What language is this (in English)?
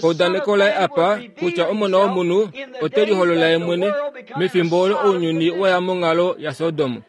Kuanyama